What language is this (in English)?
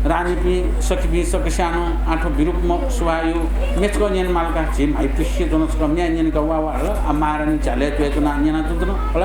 Newari